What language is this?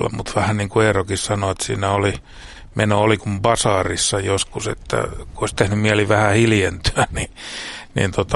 Finnish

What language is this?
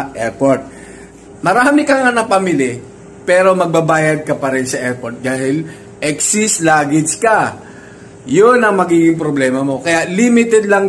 Filipino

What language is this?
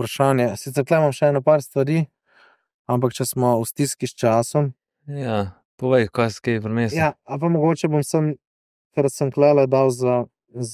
Slovenian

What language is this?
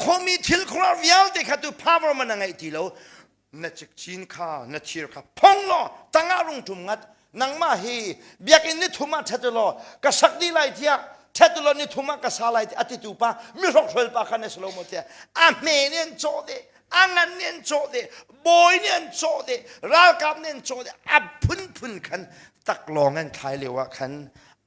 Hakha Chin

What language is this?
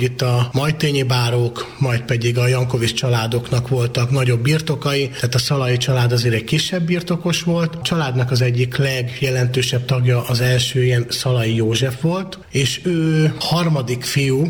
Hungarian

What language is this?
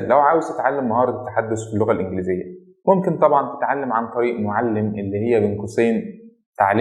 Egyptian Arabic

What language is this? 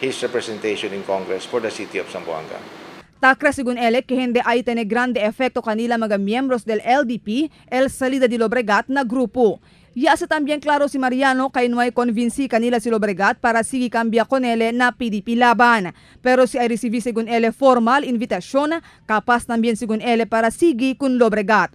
Chavacano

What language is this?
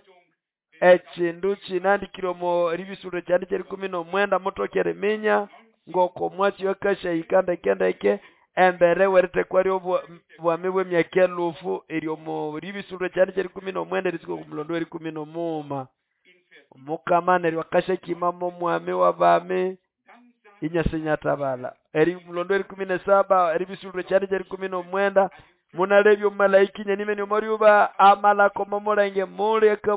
Nande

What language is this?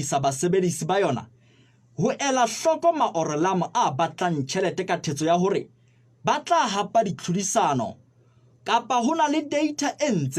Southern Sotho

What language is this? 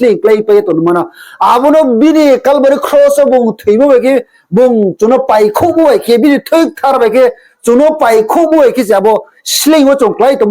Riang (India)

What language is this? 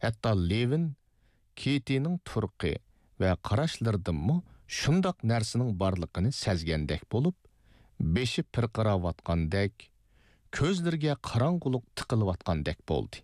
Uyghur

